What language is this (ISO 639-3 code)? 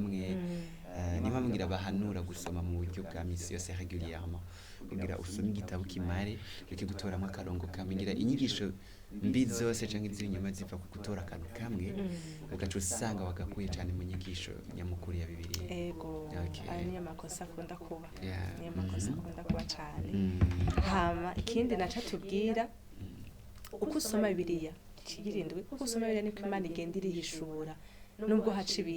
run